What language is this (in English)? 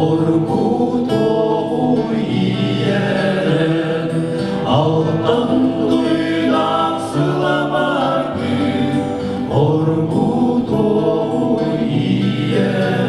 Yakut